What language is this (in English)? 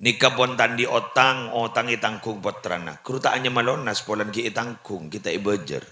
Madurese